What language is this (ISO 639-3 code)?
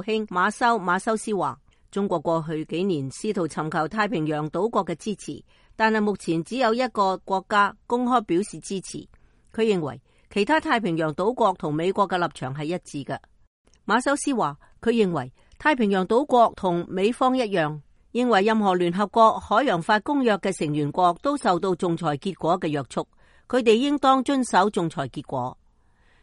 yue